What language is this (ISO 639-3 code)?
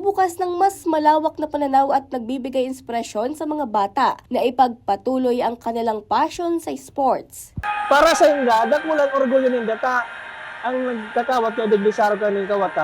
bik